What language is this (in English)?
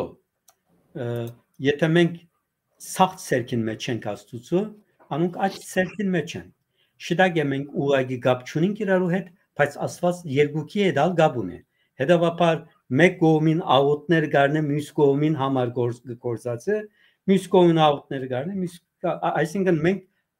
Western Armenian